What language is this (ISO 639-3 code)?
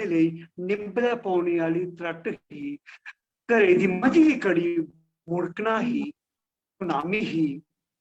doi